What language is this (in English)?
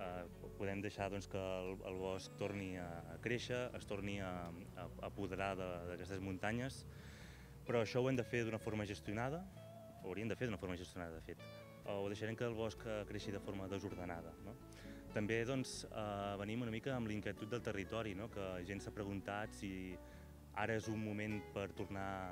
Catalan